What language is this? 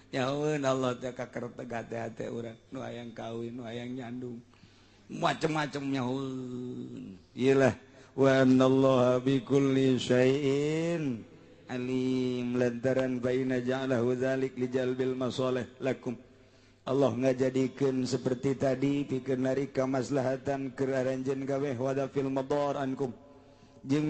Sundanese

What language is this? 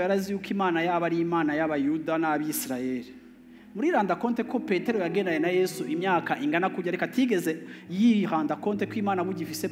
Rundi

